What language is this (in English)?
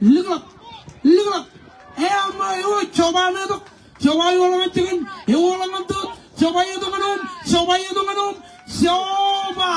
Marshallese